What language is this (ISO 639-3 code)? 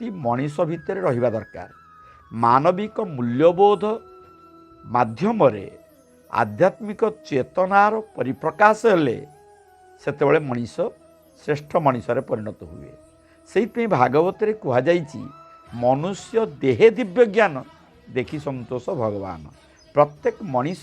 ori